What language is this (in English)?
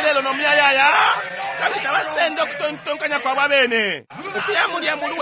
Bemba